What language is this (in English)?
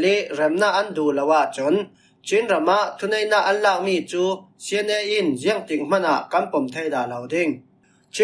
Falam Chin